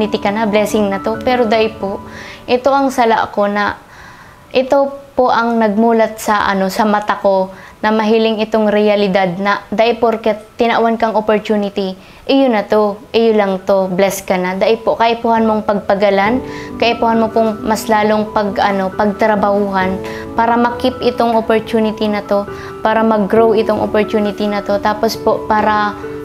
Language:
Bikol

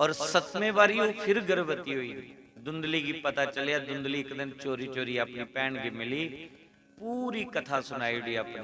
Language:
Dogri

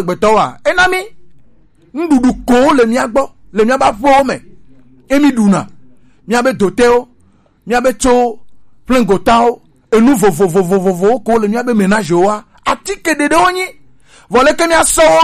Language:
Gen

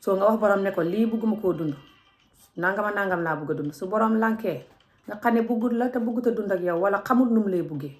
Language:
Wolof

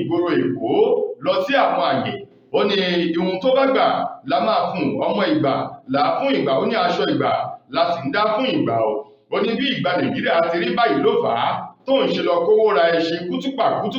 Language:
Yoruba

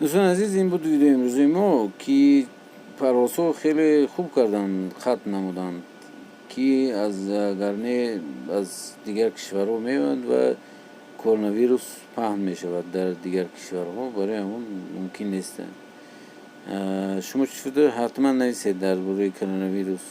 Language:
Tajik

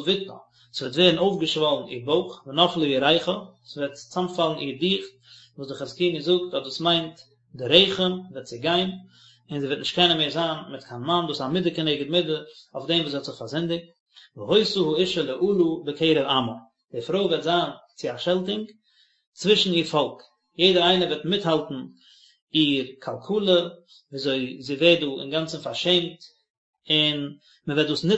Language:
Yiddish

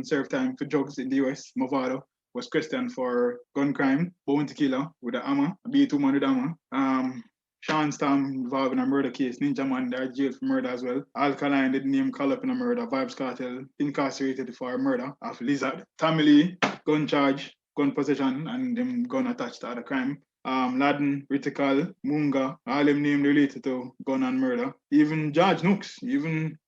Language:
Jamaican Creole English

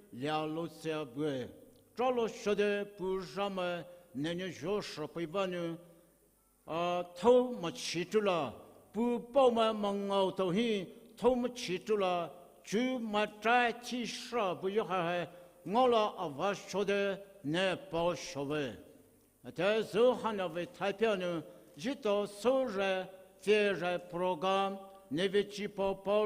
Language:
Poumei Naga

